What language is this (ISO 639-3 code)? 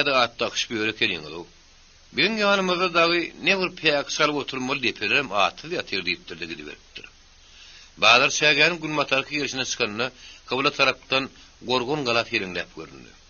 tuk